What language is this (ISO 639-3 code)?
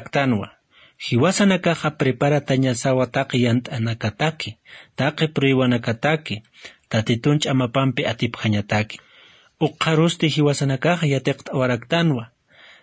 aym